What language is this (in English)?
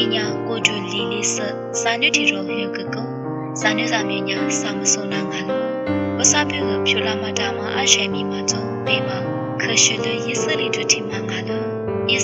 Lisu